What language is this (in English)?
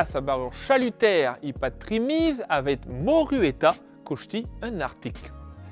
Breton